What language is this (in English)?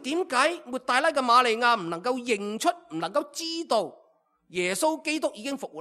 Cantonese